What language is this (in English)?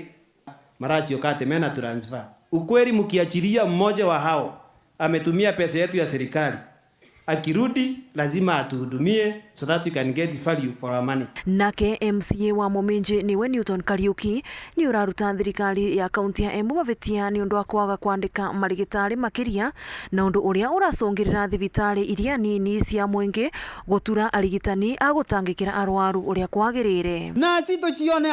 Meru